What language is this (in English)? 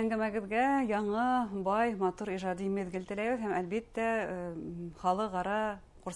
Bashkir